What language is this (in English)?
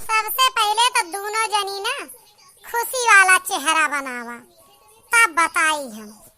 Awadhi